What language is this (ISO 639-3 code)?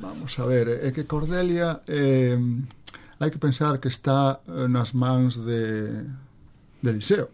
glg